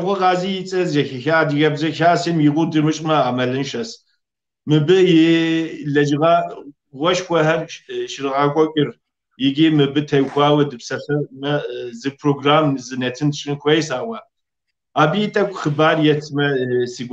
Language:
Kabardian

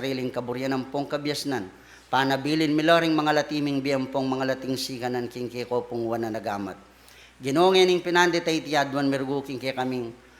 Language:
Pampanga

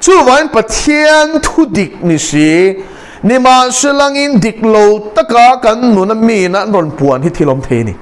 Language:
Mizo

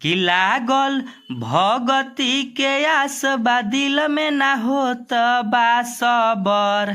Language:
Bhojpuri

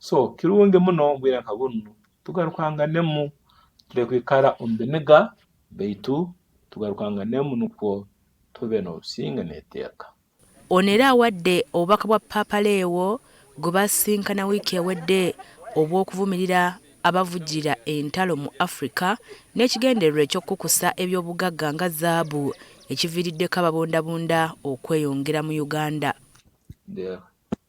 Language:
Ganda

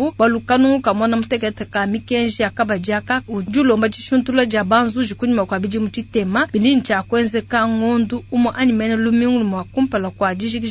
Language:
Luba-Lulua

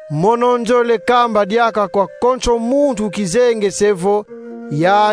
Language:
Kongo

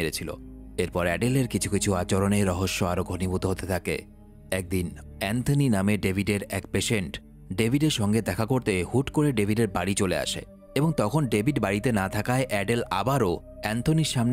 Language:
Bangla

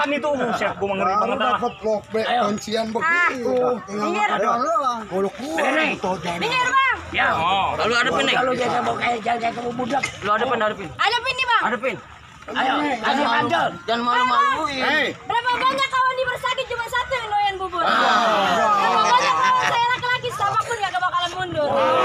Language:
Betawi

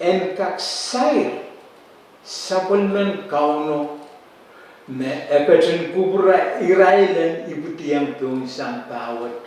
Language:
Pohnpeian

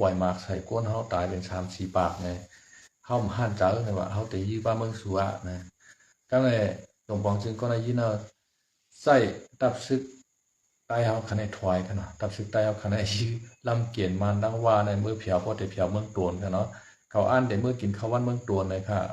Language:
Shan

